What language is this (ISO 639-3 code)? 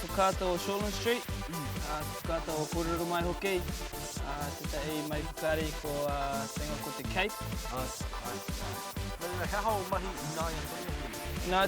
mri